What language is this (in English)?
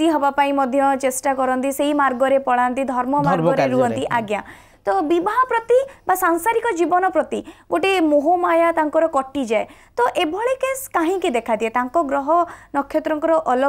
Odia